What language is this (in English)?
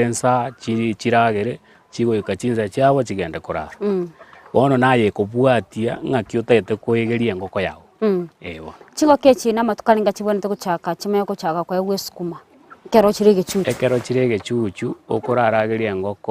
Gusii